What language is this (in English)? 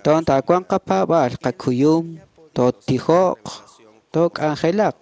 Kekchí